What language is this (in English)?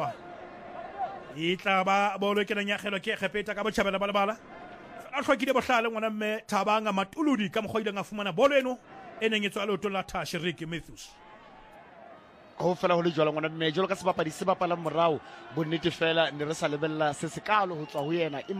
Southern Sotho